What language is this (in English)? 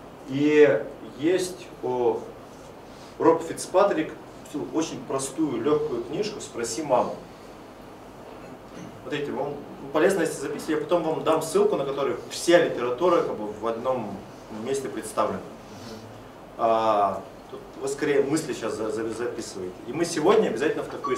Russian